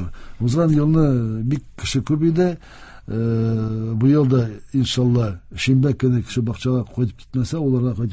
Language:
Tatar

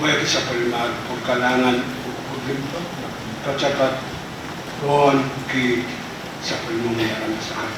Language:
Pohnpeian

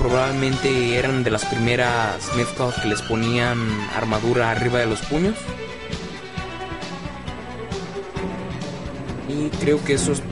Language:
Spanish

